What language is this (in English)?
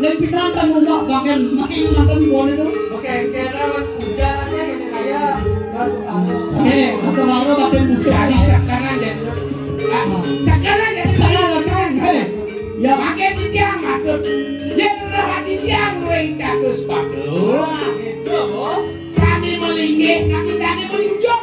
Balinese